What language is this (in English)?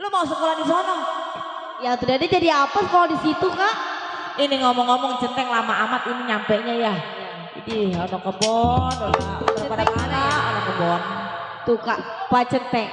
Betawi